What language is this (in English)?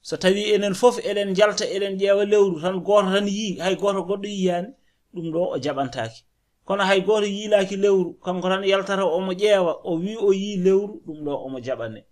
Fula